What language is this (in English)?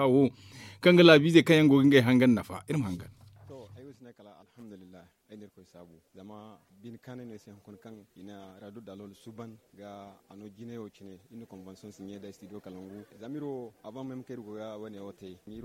Zarma